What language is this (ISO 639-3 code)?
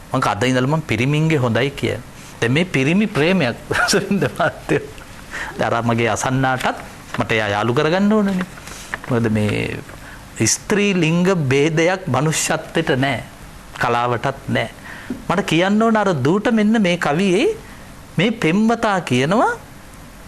sin